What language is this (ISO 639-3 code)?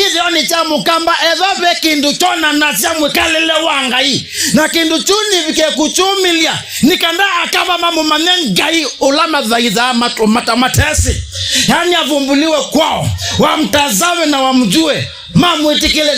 kam